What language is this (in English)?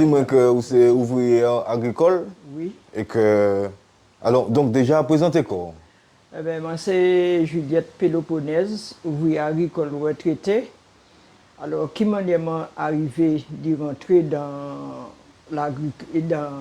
Guadeloupean Creole French